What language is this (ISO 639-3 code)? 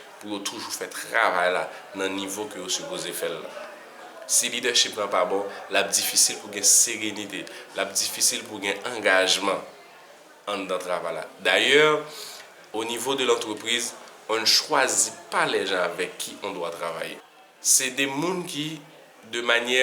hat